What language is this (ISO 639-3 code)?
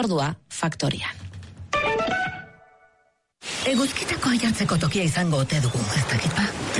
eus